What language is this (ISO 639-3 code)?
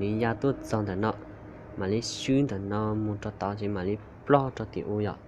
hmn